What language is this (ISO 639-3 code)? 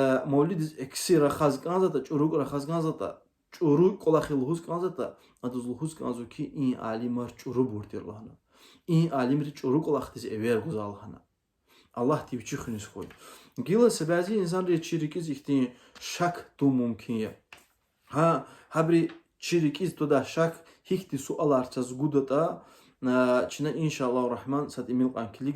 lez